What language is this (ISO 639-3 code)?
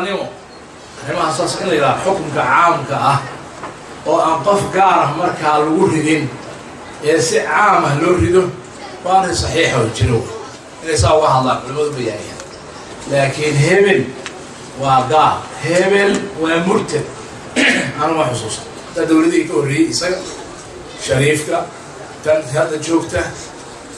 som